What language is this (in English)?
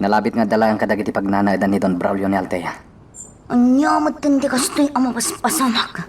Iloko